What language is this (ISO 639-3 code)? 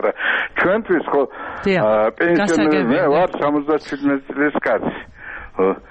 kat